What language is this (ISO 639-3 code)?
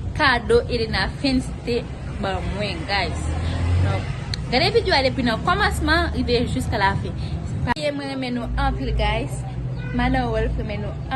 hat